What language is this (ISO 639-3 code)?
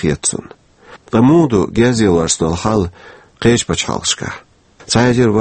che